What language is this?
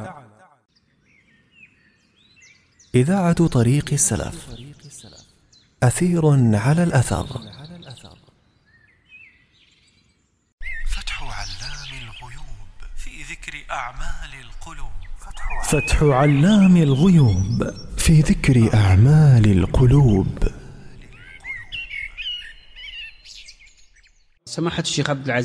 Arabic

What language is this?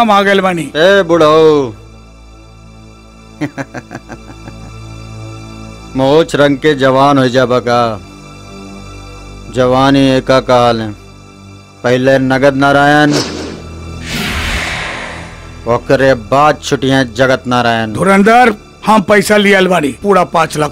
Bhojpuri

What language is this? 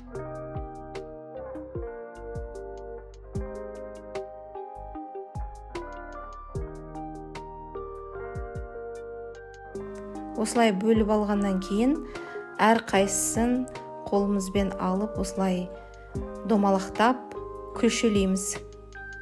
Kazakh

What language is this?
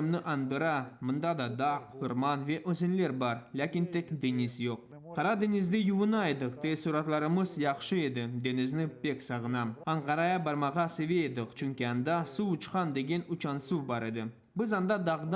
Crimean Tatar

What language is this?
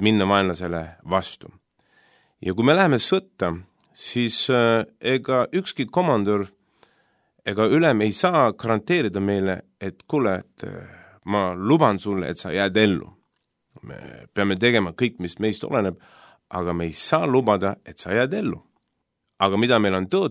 Estonian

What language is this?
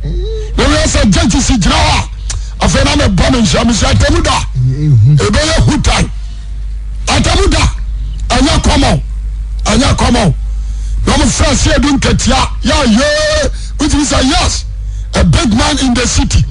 Akan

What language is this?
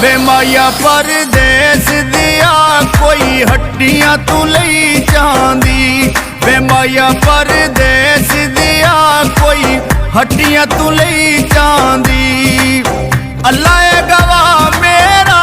Pahari-Potwari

